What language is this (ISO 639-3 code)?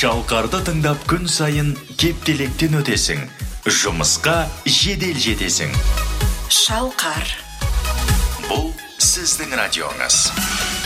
kaz